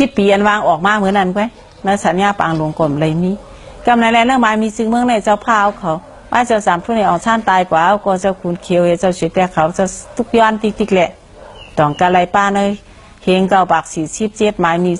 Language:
Shan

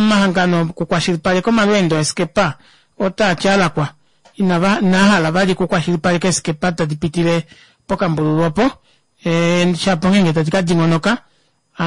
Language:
Kuanyama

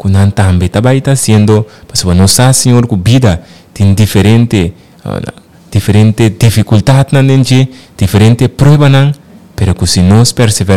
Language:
Papiamento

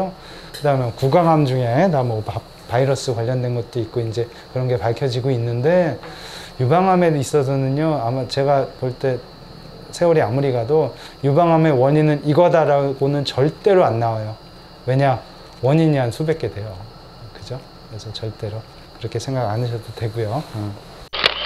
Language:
Korean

